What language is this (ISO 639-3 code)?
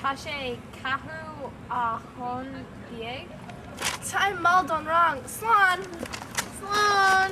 gle